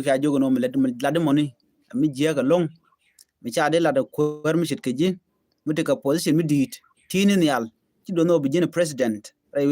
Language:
Nuer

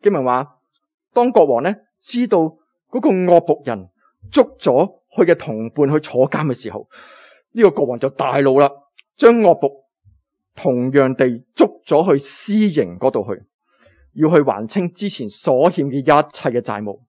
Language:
Cantonese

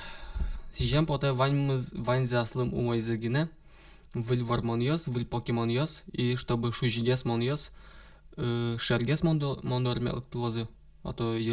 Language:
Udmurt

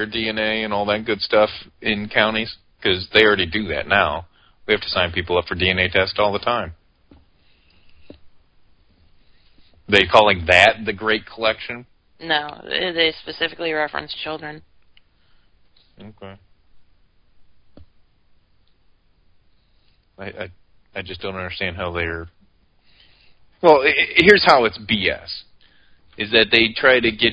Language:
English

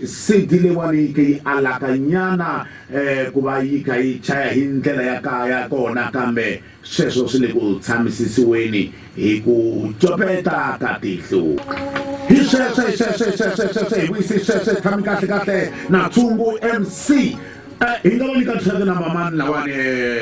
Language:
Tsonga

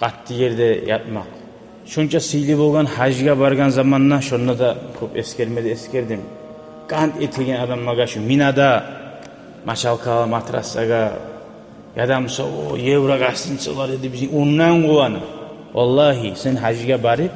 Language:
Kumyk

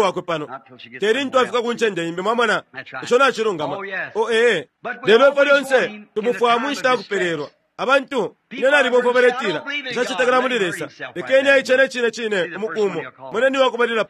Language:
Bemba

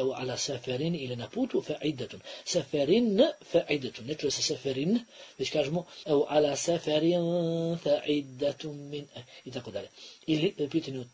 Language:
Bosnian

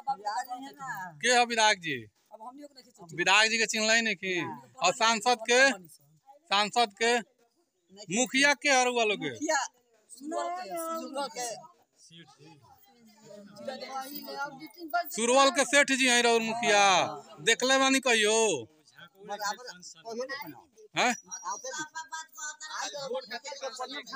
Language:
Bhojpuri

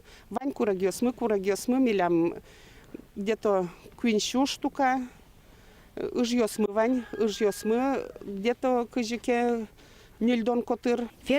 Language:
Udmurt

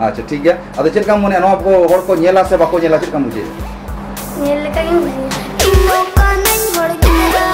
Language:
Santali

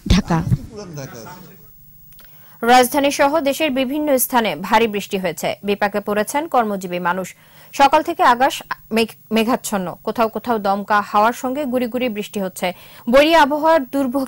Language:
Bangla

